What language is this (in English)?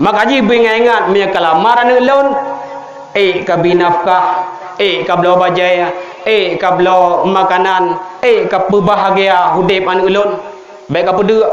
Achinese